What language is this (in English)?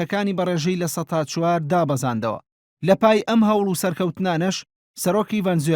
Central Kurdish